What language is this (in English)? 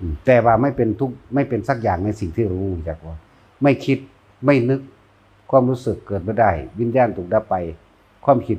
Northeastern Thai